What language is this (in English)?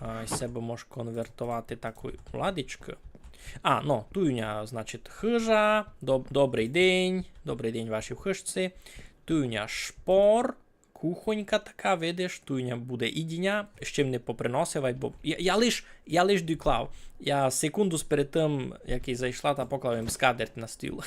Rusyn